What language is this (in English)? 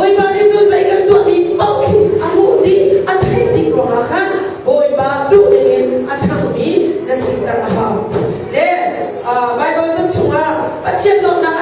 Hakha Chin